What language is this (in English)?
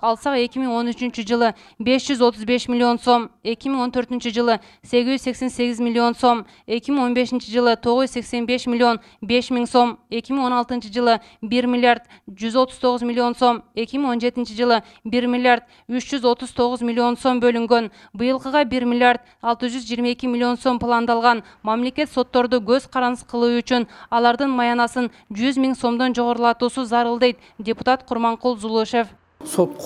Kyrgyz